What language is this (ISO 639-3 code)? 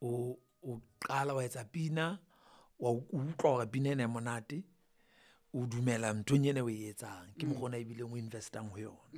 sot